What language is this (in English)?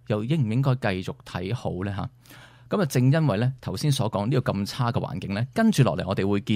Cantonese